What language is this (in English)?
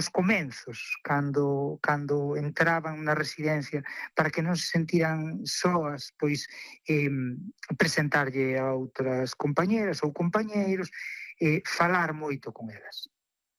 Galician